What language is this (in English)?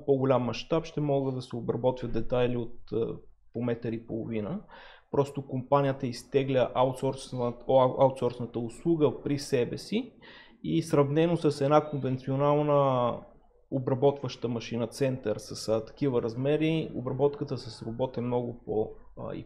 Bulgarian